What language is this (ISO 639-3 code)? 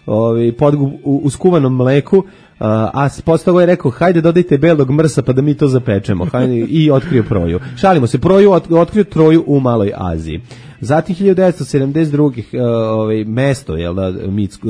srp